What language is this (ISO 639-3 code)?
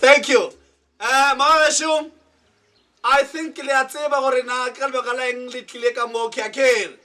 nso